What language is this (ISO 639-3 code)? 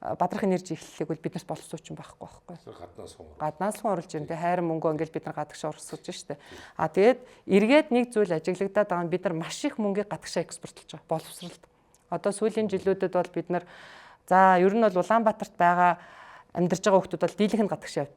mon